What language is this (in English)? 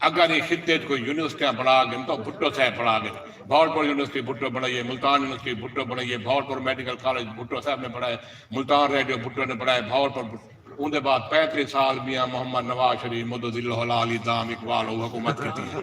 Saraiki